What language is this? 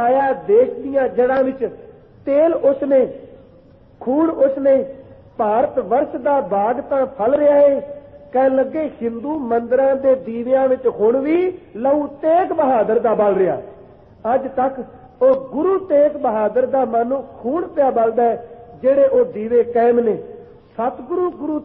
Punjabi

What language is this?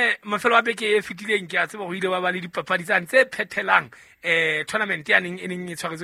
Southern Sotho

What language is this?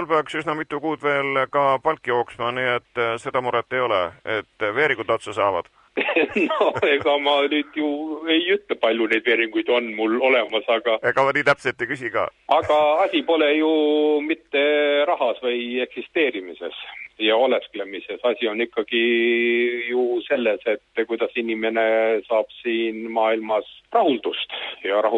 Estonian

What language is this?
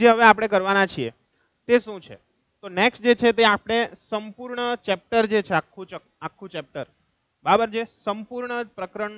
Gujarati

